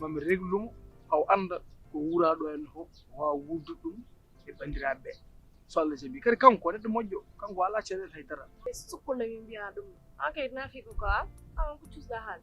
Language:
Fula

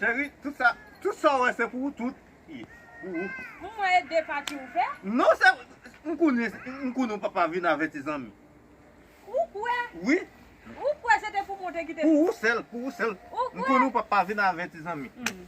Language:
Haitian Creole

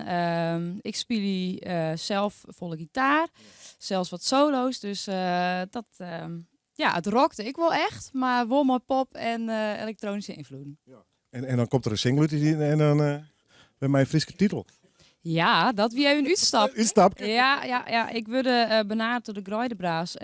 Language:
Western Frisian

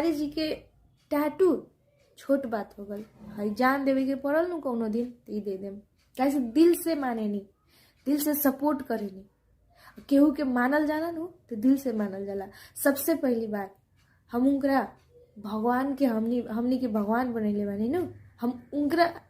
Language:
Bhojpuri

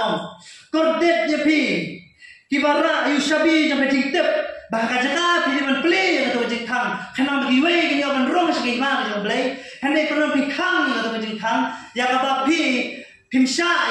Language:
Khasi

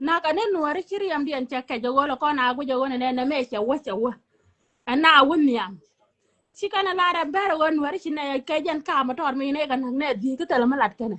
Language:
Nuer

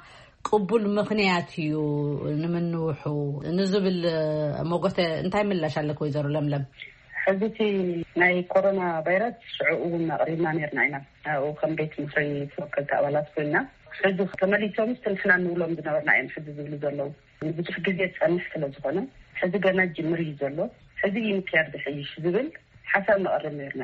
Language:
Tigrinya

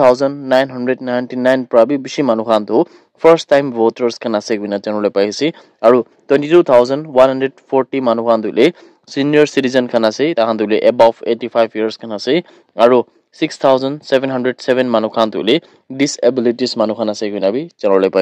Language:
Naga Pidgin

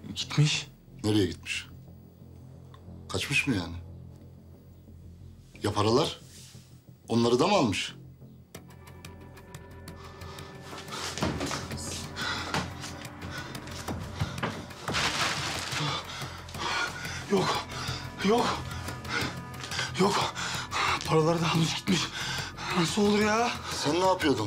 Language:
Turkish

